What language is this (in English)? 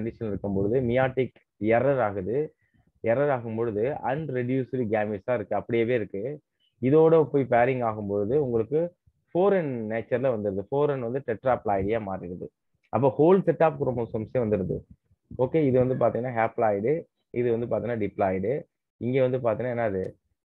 Tamil